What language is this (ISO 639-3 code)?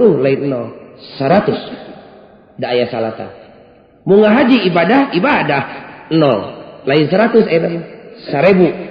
sun